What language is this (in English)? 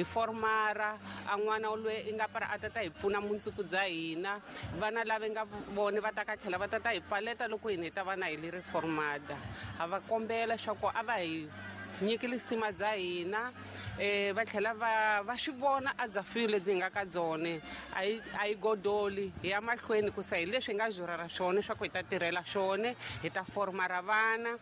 Tsonga